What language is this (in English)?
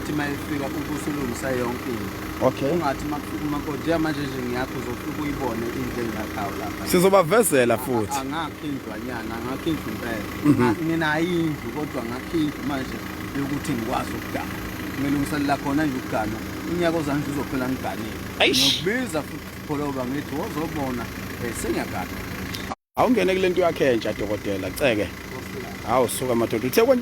Zulu